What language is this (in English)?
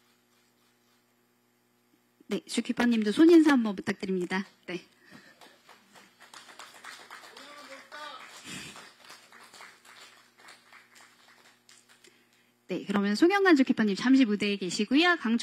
Korean